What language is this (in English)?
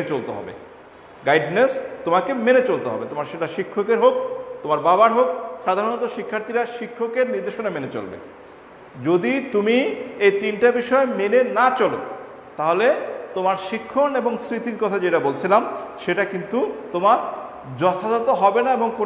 Bangla